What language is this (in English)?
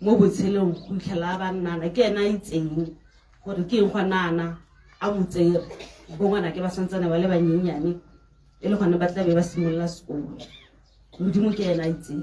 Tswana